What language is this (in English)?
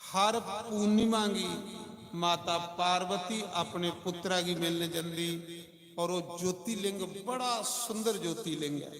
Dogri